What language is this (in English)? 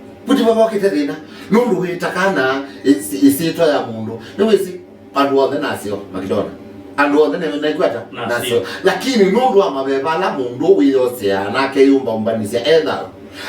Kamba